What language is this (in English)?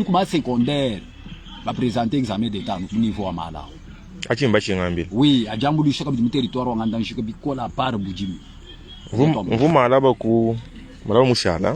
Luba-Lulua